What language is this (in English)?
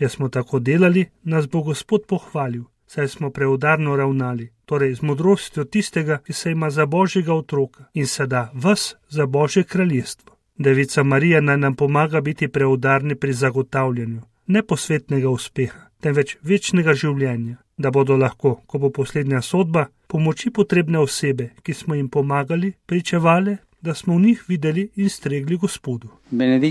Slovenian